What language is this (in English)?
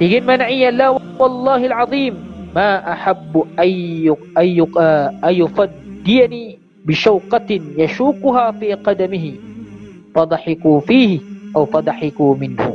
Maranao